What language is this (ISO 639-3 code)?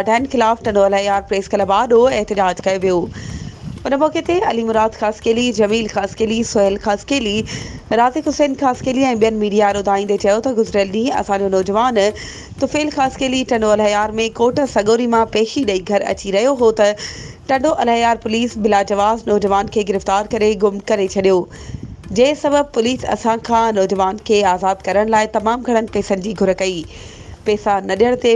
snd